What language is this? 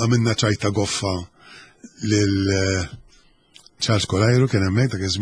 Maltese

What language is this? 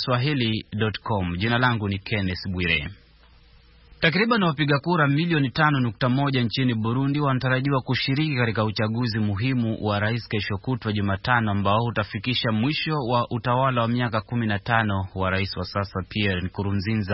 Swahili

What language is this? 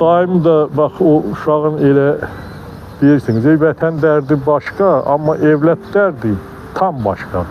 Azerbaijani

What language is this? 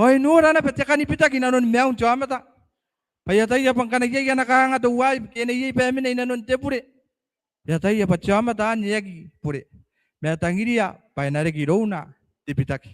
Gilbertese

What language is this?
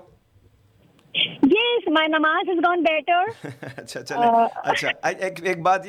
Urdu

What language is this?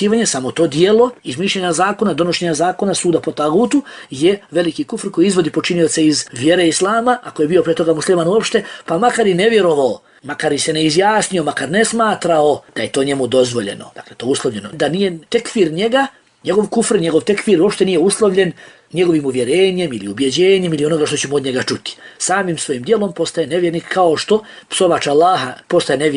Bosnian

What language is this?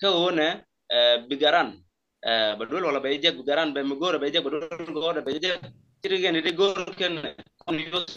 Nuer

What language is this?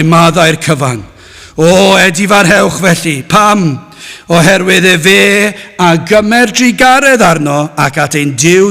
Welsh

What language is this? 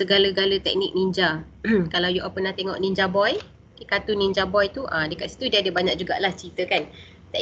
Malay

